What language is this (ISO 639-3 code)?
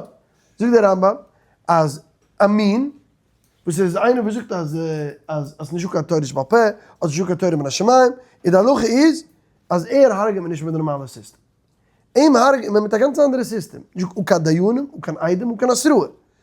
yid